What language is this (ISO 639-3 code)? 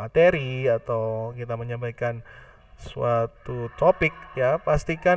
ind